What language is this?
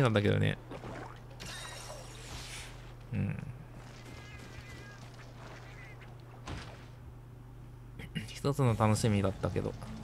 Japanese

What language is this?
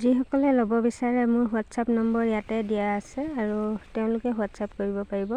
Assamese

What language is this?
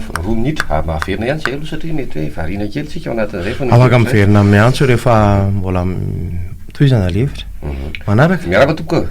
Malagasy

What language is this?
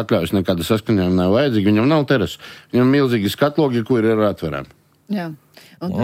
Latvian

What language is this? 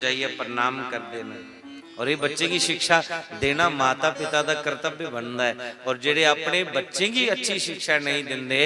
Dogri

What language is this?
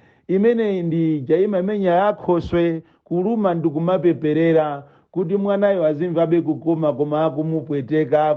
Nyanja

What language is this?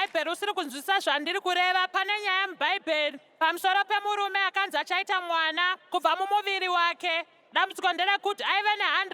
Shona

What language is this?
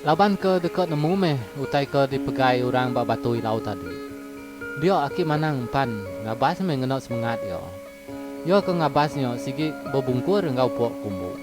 Iban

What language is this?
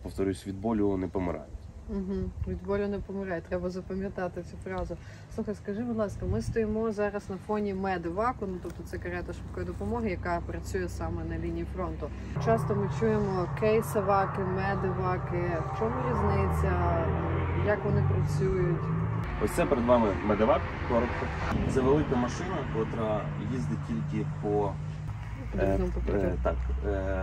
Ukrainian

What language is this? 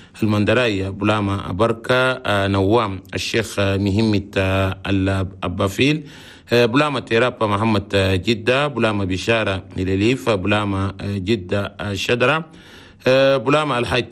Chadian Arabic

